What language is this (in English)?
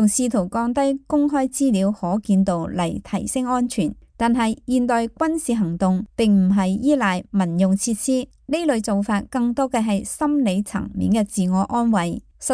Cantonese